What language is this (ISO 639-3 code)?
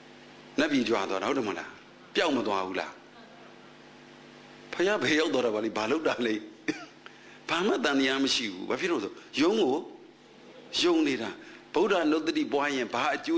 mya